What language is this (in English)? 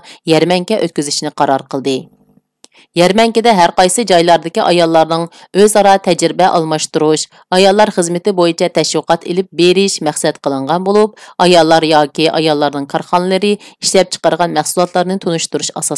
Uyghur